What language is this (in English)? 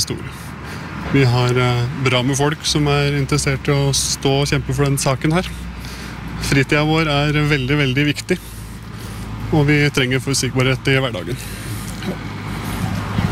Norwegian